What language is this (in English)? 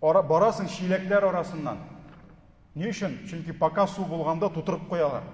Tatar